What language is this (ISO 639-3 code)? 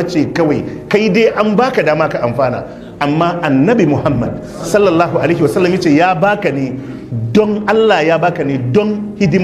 hau